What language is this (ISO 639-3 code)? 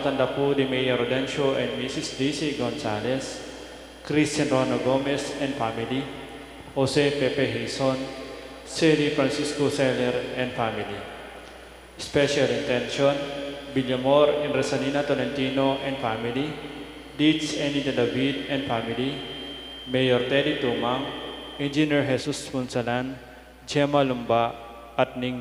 pam